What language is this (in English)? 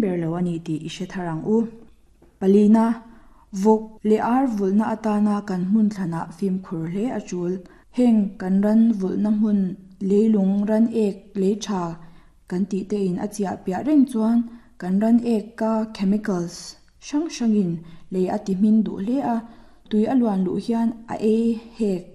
Mizo